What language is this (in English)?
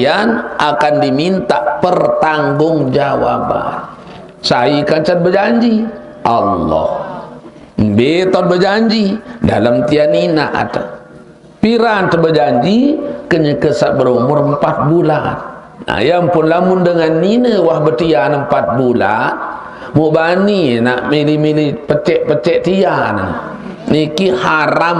Sasak